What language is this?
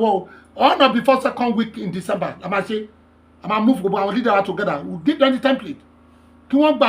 Yoruba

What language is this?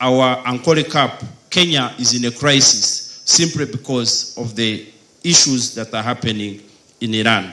Nyankole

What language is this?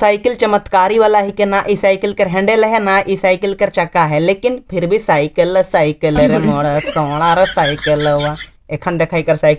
Sadri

